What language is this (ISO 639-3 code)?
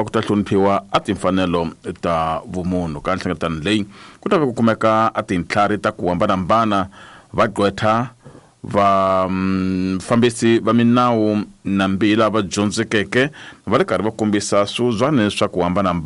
tso